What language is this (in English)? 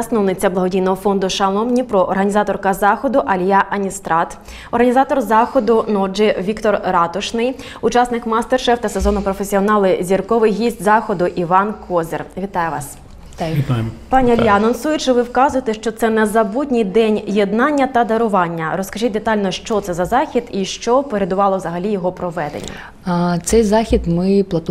Ukrainian